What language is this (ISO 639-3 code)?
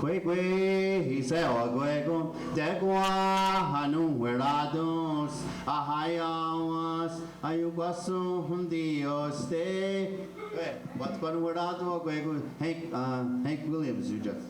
moh